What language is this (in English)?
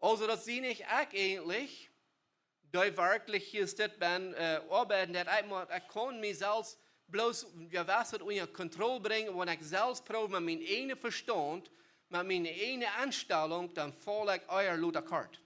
Plautdietsch